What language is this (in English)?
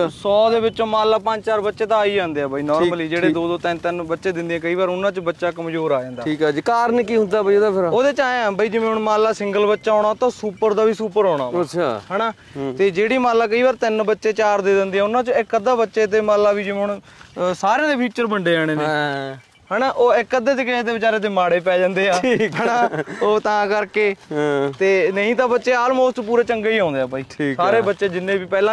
Punjabi